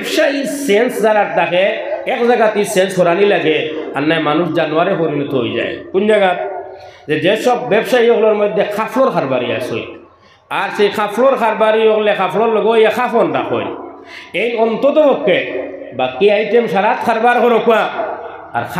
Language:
Sylheti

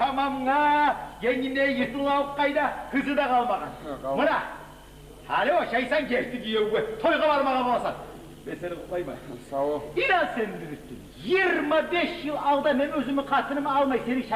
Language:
Kumyk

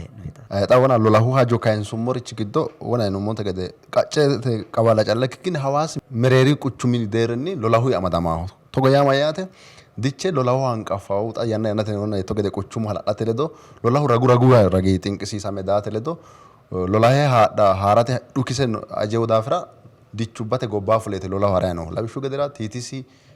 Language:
Sidamo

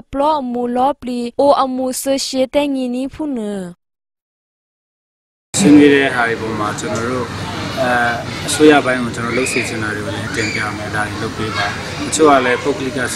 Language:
Burmese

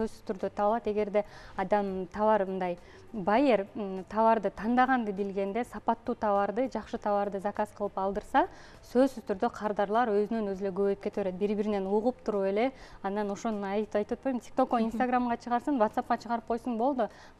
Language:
Kyrgyz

